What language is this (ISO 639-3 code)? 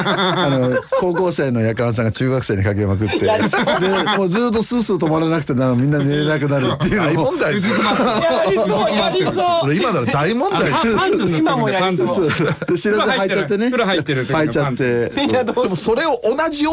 jpn